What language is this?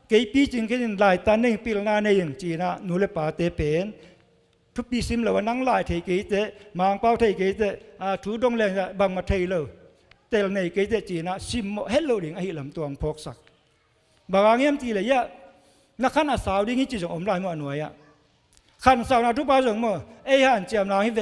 Tedim Chin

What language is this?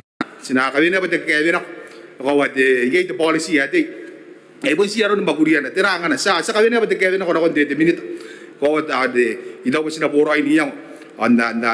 Gilbertese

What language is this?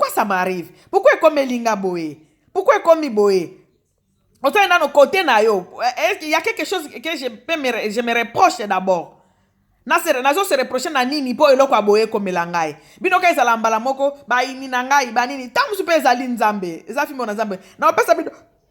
Lingala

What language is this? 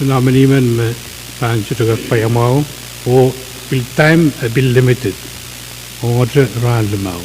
Pohnpeian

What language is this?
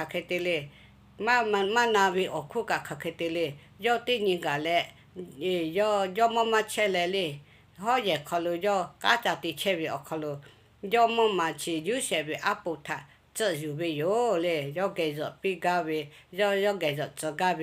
Lahu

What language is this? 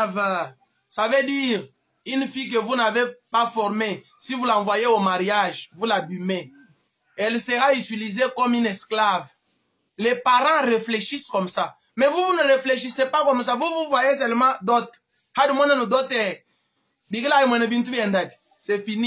Luba-Lulua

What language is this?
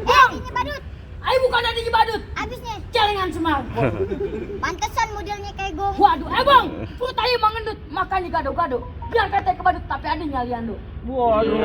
Betawi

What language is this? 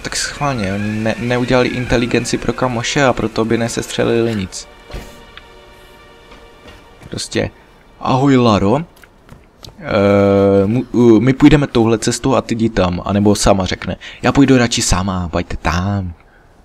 Czech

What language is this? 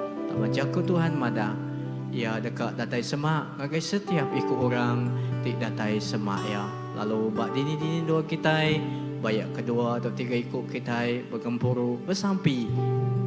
Iban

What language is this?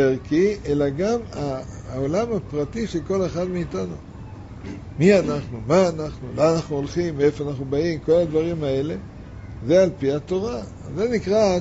Hebrew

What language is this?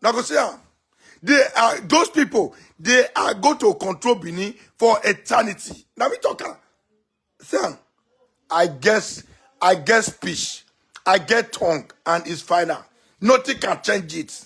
Nigerian Pidgin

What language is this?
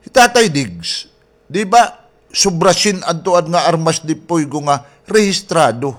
Waray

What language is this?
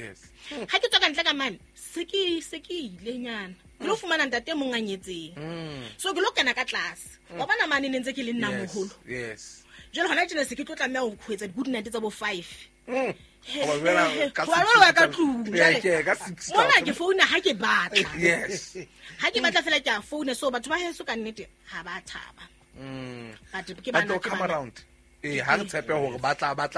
Southern Sotho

